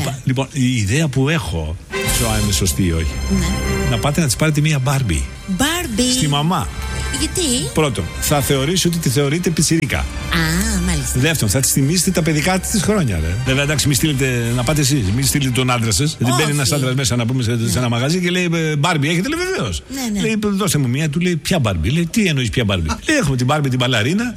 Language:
Greek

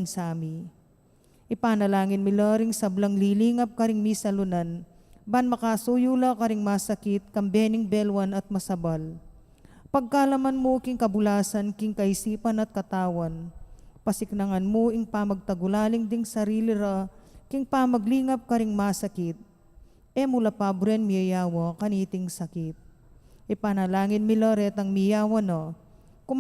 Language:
Pampanga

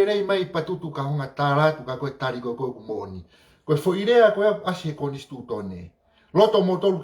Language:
Tongan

